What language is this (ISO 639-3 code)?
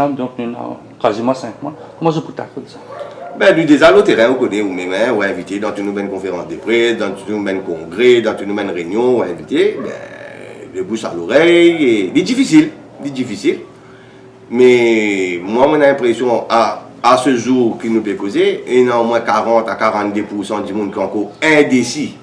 mfe